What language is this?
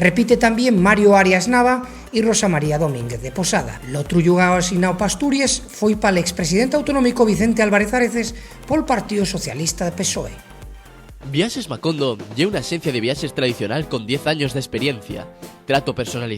Asturian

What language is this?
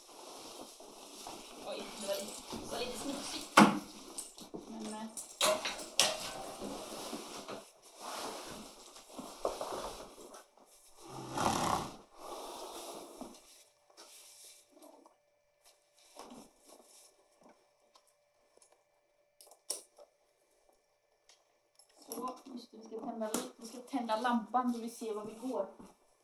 Swedish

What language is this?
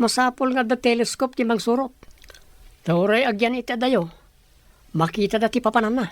Iloko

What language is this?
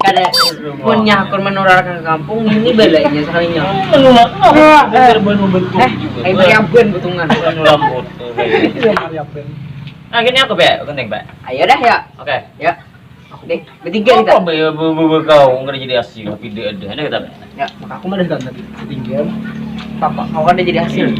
Banjar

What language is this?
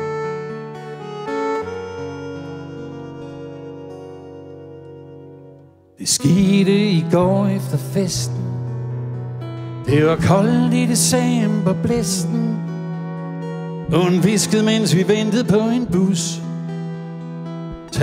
Danish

